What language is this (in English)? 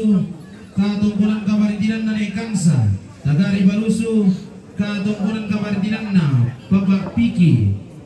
Toraja-Sa'dan